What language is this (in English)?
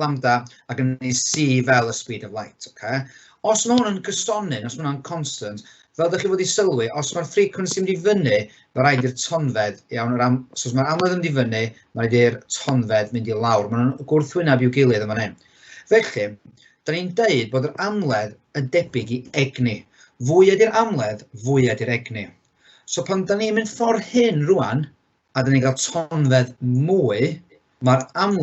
Welsh